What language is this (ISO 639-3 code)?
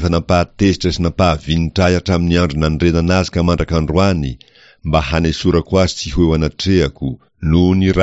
mlg